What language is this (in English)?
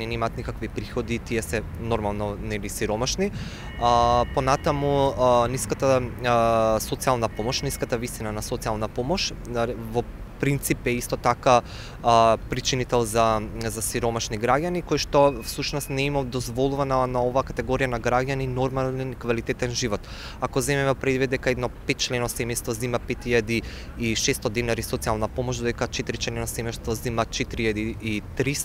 Macedonian